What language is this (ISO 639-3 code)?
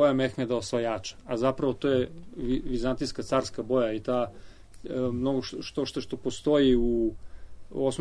srp